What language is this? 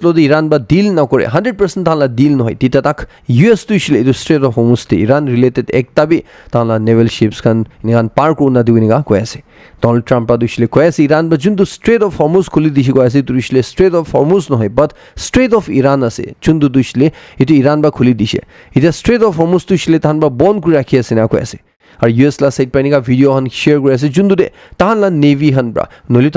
Naga Pidgin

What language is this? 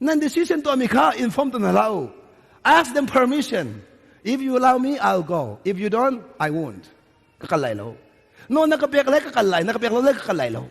Hakha Chin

